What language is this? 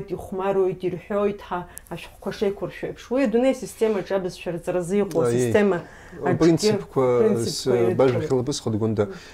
Abkhazian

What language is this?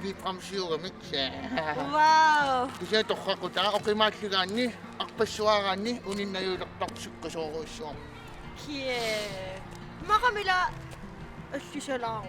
Kalaallisut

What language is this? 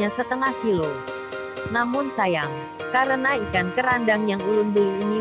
Banjar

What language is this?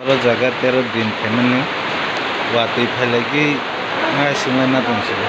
Kok Borok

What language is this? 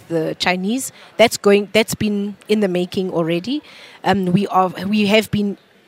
English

